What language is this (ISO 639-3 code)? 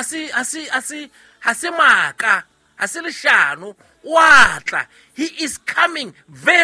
sot